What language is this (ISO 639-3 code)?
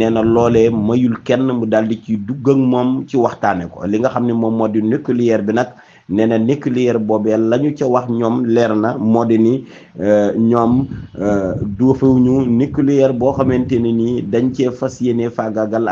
wol